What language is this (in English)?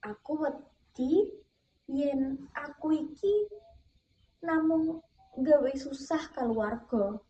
Javanese